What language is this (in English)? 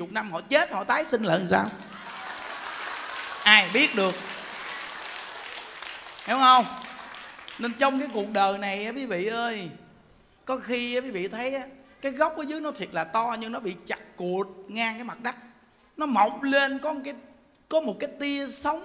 Vietnamese